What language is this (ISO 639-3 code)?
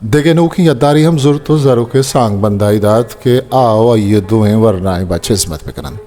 bal